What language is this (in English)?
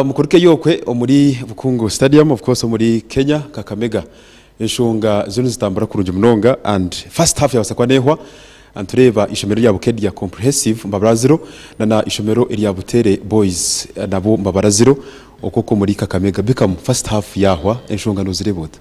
Nyankole